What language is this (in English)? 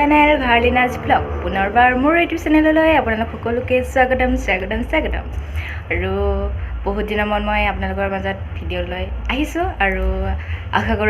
Assamese